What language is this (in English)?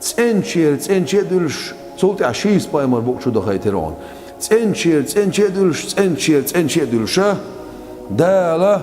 Chechen